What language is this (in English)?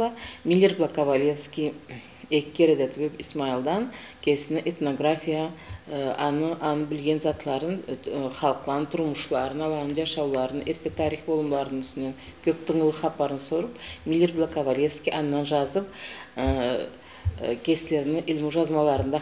Karachay-Balkar